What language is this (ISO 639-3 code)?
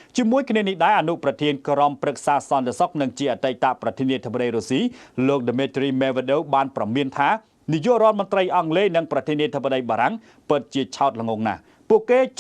khm